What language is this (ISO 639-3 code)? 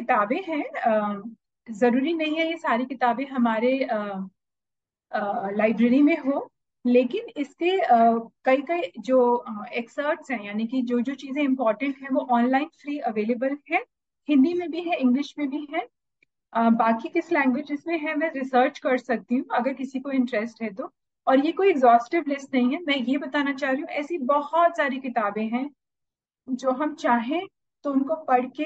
hin